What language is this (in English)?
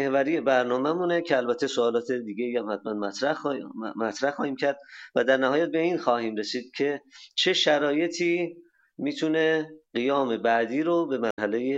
Persian